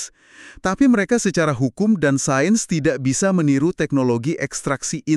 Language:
Indonesian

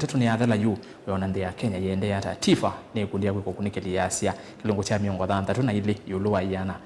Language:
Kamba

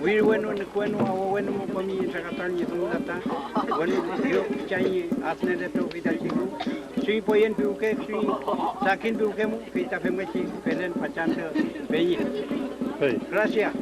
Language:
Mapuche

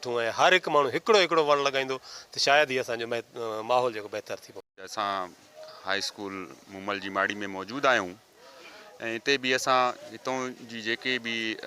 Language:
Sindhi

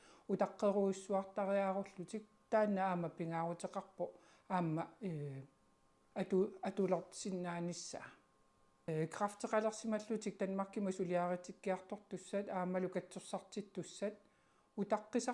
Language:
Kalaallisut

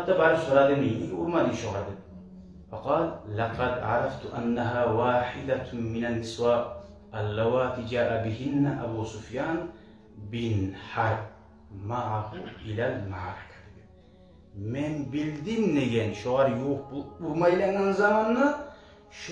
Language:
Kumyk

